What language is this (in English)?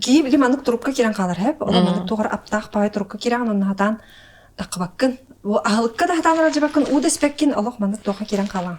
Yakut